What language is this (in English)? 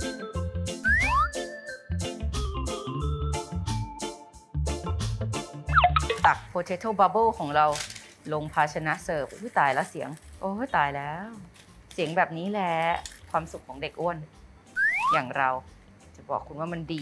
Thai